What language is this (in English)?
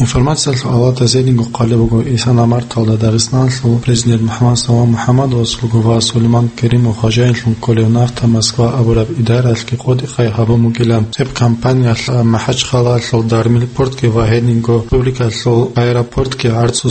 Avaric